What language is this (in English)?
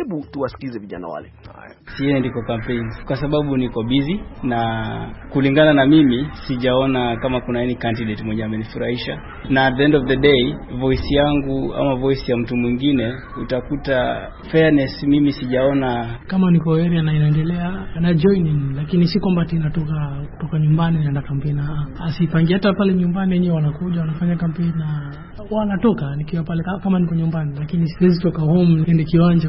Swahili